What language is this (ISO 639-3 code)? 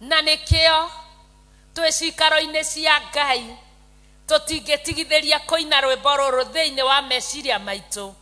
kik